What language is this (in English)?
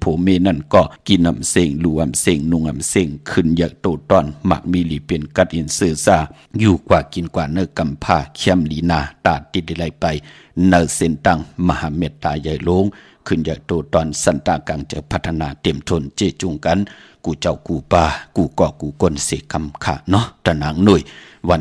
Shan